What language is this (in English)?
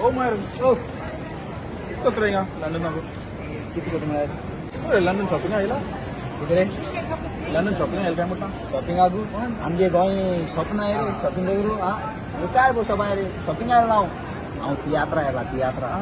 Konkani